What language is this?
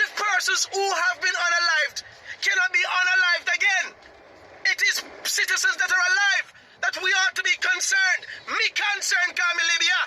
Jamaican Creole English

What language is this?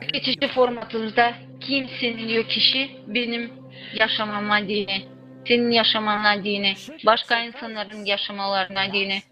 Gagauz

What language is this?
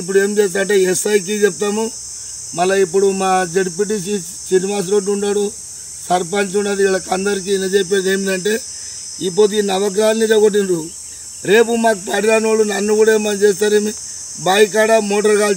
Telugu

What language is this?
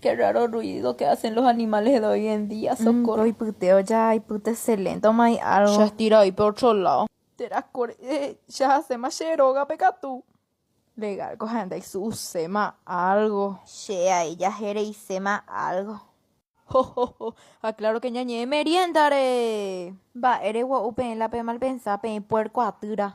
Guarani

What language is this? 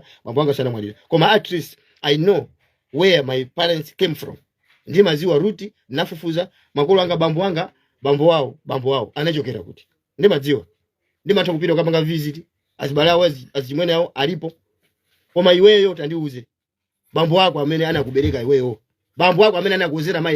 Nyanja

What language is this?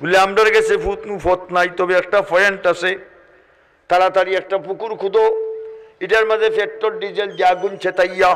Sylheti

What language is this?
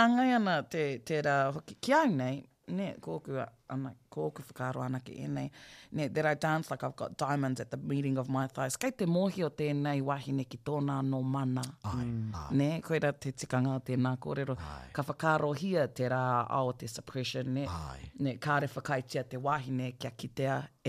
Māori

